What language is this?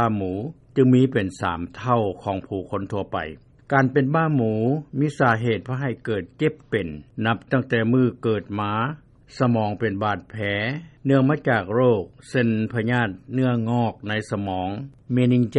Lao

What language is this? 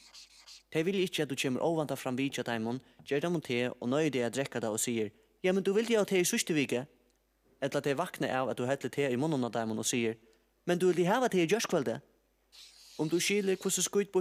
Faroese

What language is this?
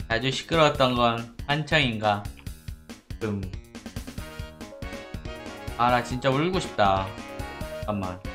Korean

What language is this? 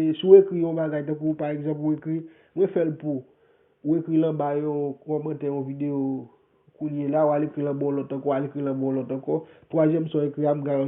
Haitian Creole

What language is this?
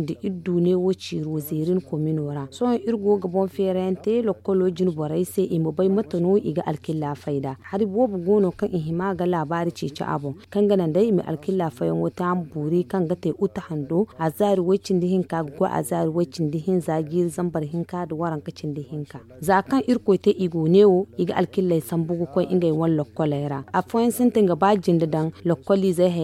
Zarma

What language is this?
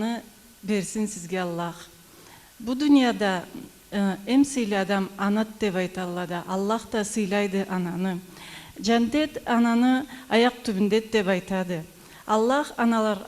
Karachay-Balkar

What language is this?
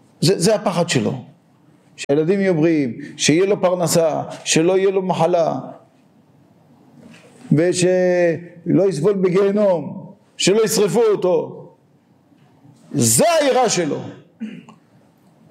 Hebrew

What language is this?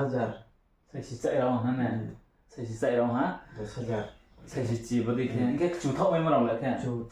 Riang (India)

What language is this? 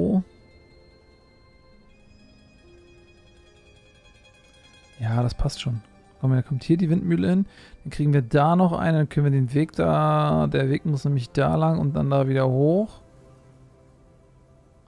German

